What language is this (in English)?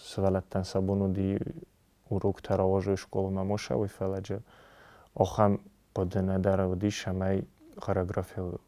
Ossetic